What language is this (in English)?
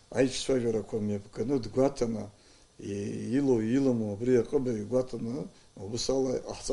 Abkhazian